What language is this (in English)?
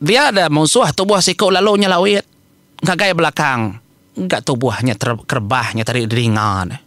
Iban